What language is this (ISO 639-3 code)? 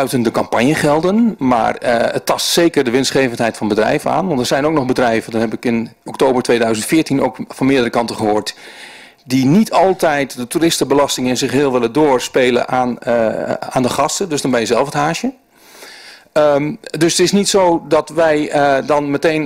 nld